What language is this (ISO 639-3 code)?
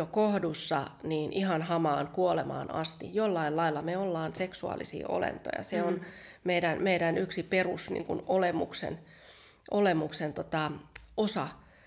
fin